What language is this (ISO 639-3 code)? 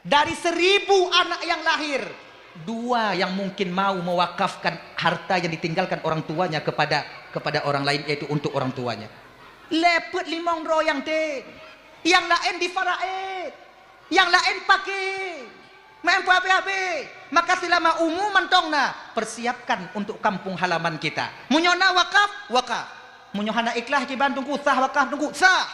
ace